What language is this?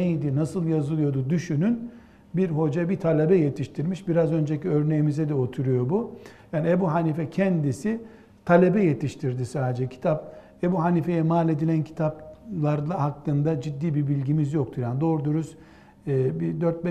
Turkish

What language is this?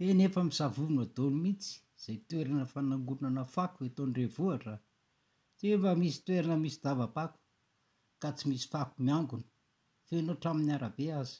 Malagasy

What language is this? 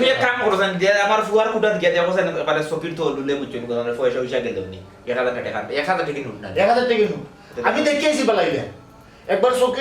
Sylheti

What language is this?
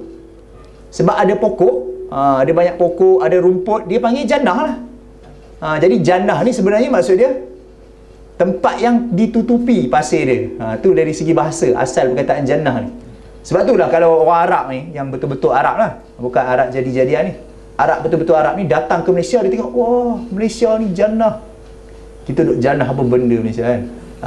Malay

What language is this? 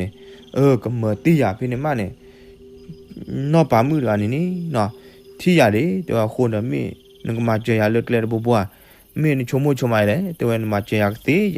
S'gaw Karen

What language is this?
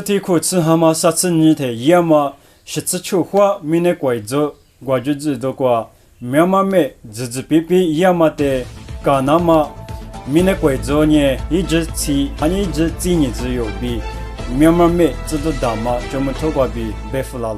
Lisu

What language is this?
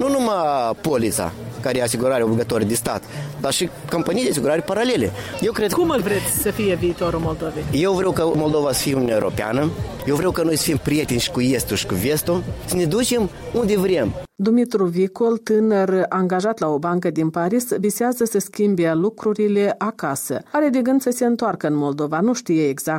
Romanian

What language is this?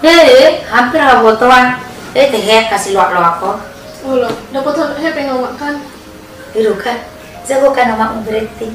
Batak Toba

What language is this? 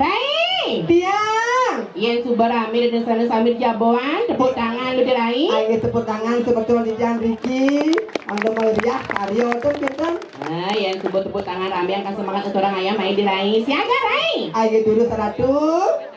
Balinese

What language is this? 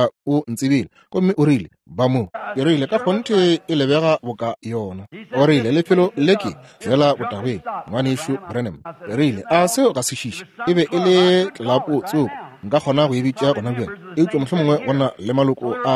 Northern Sotho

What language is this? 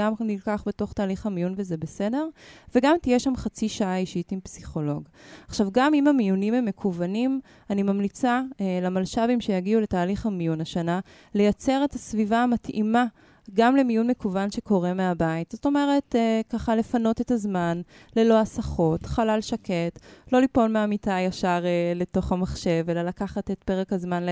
Hebrew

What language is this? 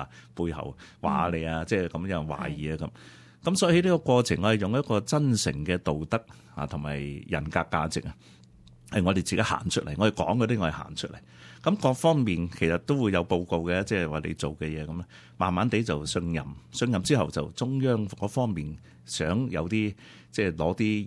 Cantonese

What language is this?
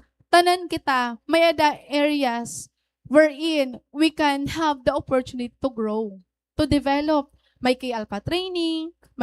Waray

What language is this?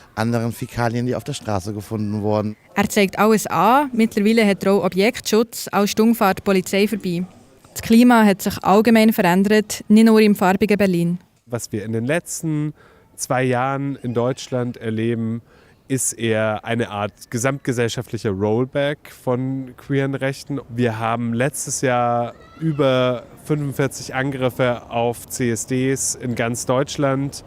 Swiss German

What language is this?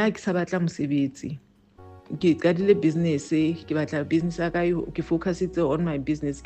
Southern Sotho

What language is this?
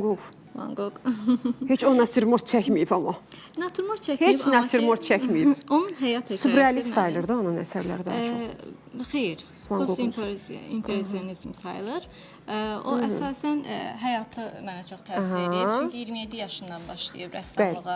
Azerbaijani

